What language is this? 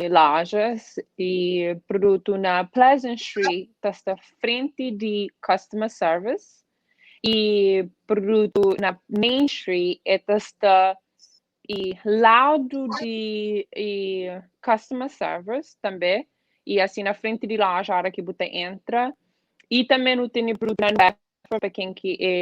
Kabuverdianu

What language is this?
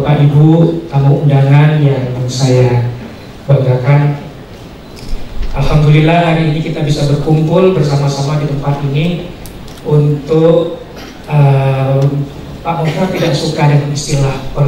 Indonesian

